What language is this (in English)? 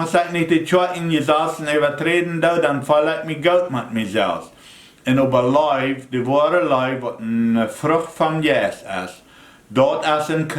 Plautdietsch